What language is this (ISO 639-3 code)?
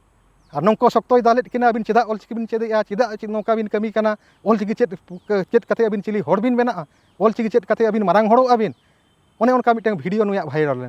sat